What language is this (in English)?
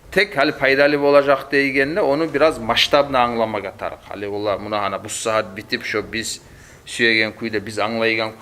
Kumyk